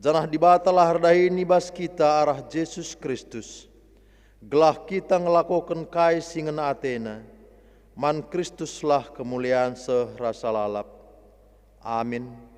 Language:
Batak Karo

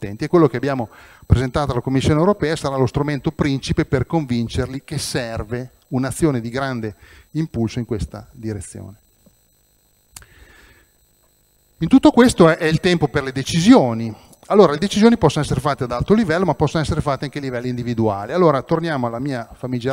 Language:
Italian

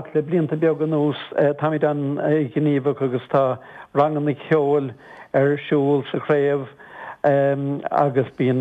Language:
Irish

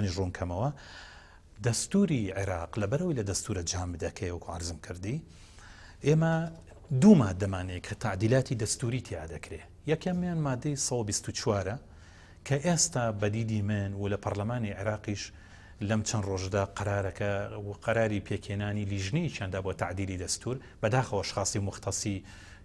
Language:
Central Kurdish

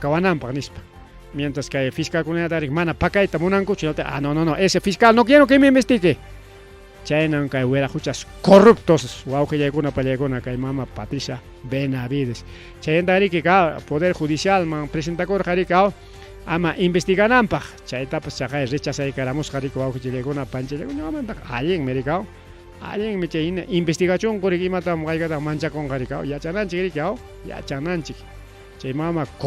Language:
Ayacucho Quechua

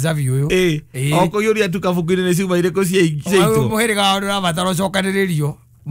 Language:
Kikuyu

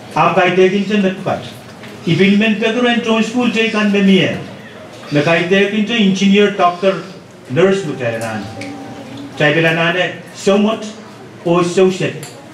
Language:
Pohnpeian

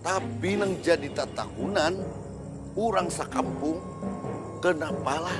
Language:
Banjar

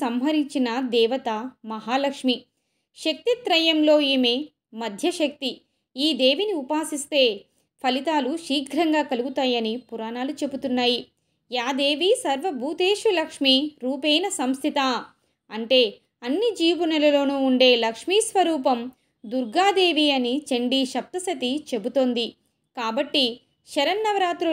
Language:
Telugu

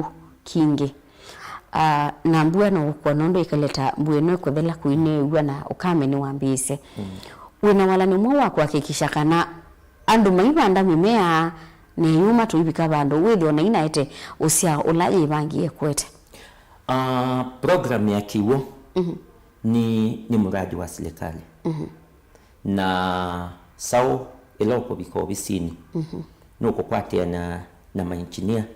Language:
Kamba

